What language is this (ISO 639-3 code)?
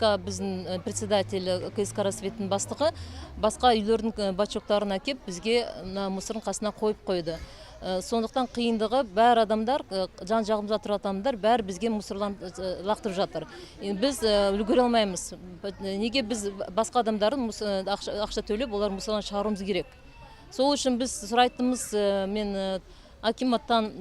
kaz